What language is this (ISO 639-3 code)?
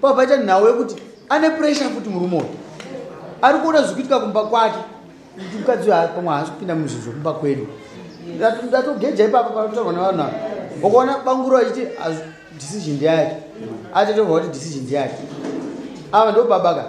sna